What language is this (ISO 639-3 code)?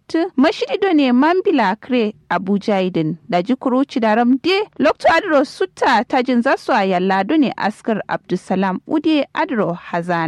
kau